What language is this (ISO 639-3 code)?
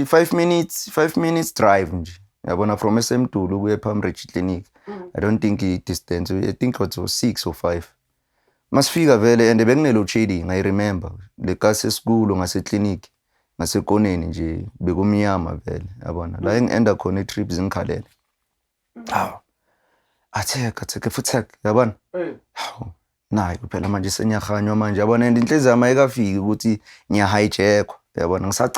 zul